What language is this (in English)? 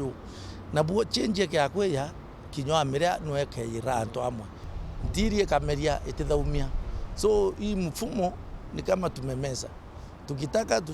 Meru